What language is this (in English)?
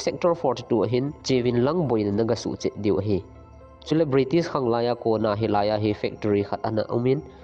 Thado Chin